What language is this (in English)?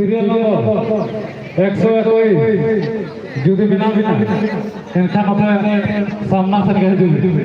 Santali